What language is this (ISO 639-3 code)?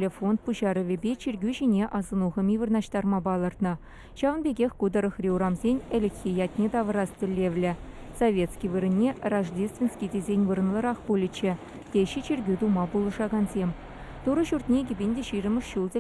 chv